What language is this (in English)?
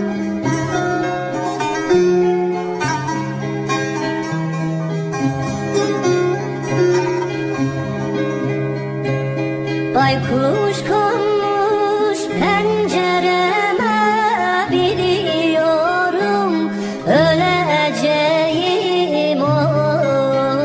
Turkish